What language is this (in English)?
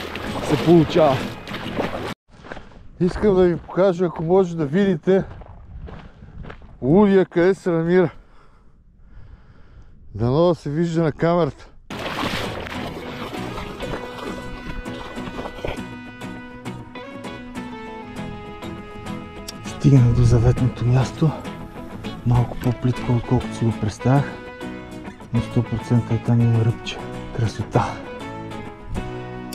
Bulgarian